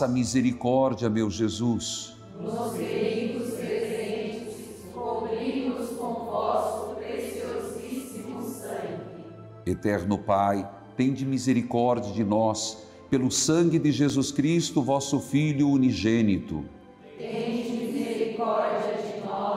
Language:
Portuguese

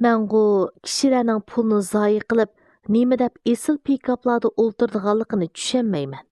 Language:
Uyghur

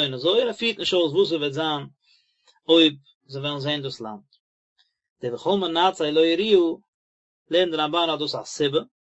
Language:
Yiddish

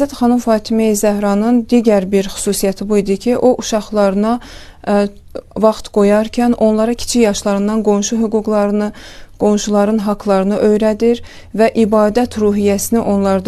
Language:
Azerbaijani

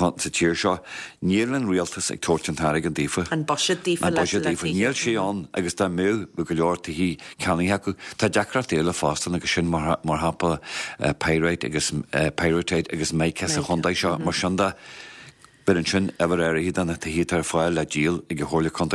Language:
Irish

